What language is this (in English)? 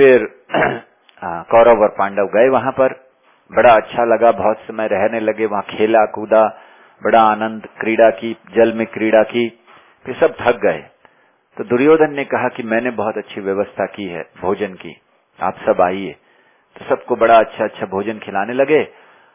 Hindi